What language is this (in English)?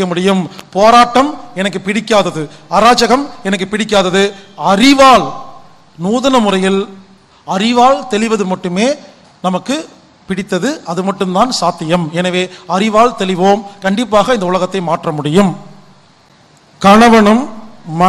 Tamil